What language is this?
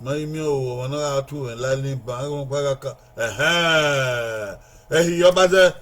Bini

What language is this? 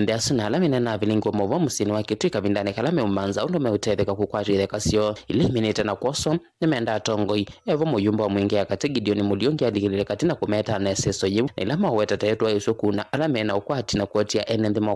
Kamba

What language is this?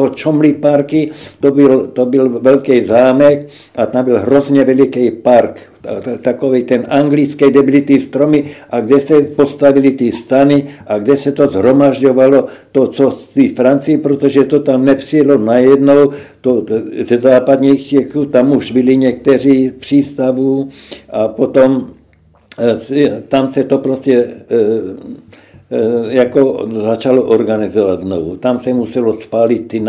Czech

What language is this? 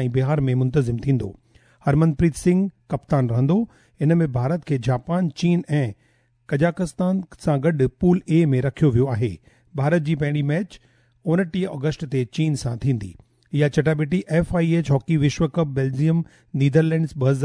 Sindhi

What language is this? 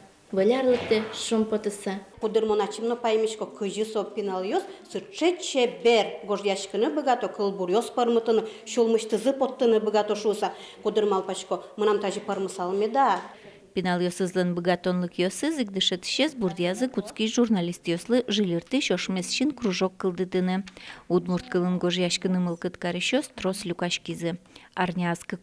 Udmurt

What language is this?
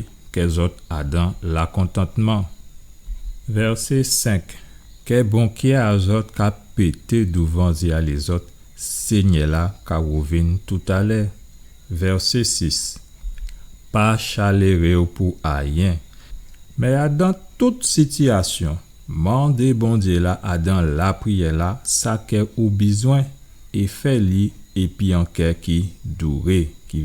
Guadeloupean Creole French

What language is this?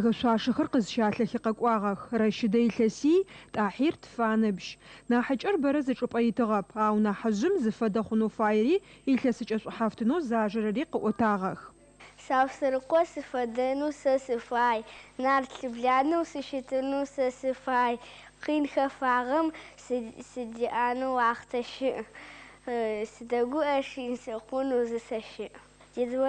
Adyghe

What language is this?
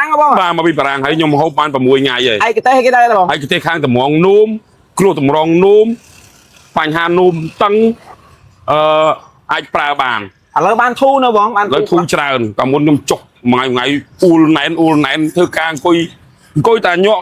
Khmer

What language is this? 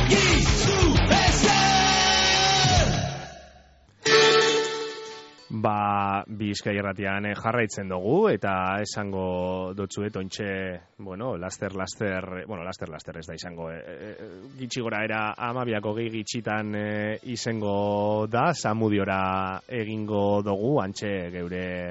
Basque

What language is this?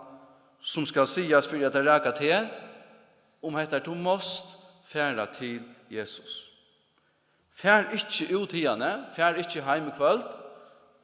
Faroese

